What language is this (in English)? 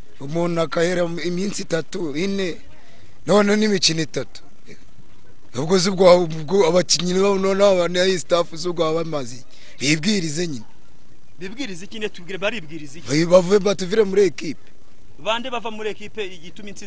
Kinyarwanda